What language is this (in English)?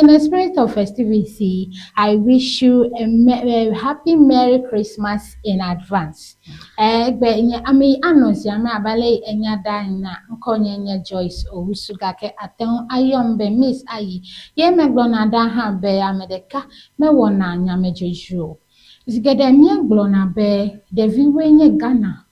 Ewe